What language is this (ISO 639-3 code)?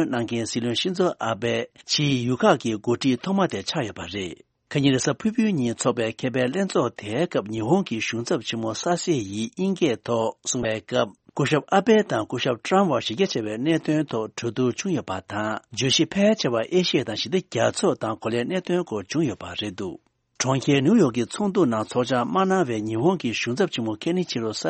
bod